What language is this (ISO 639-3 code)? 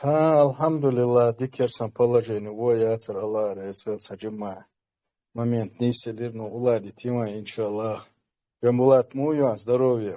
che